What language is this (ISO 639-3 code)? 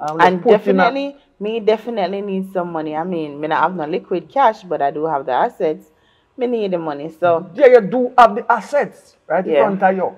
jam